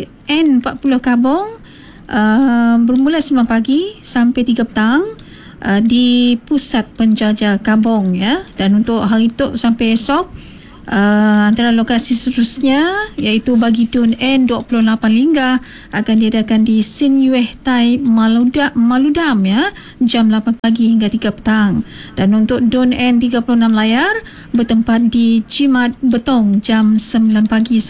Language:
Iban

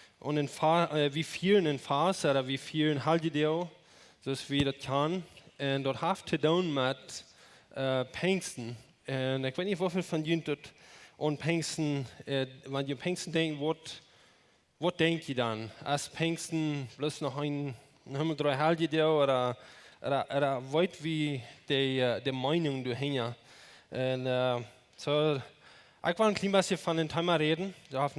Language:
Plautdietsch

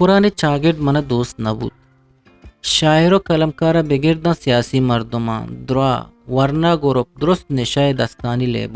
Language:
Eastern Balochi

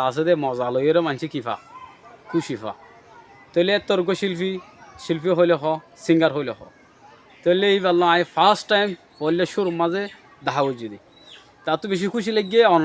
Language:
Rohingya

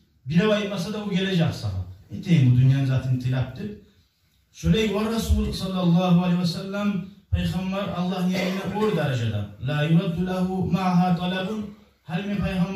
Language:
Kumyk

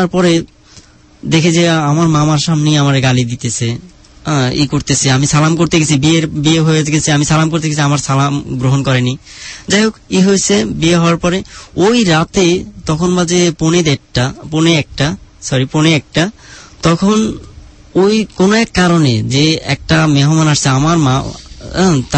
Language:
Bangla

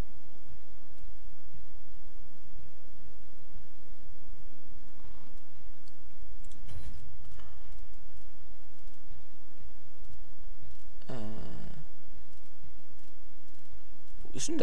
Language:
German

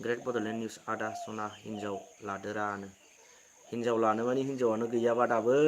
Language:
Bodo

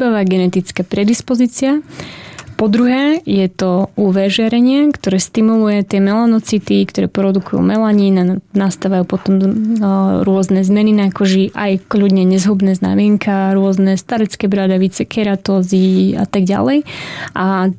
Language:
Slovak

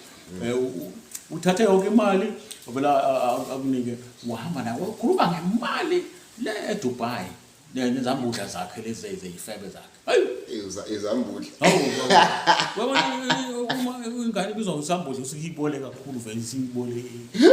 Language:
Zulu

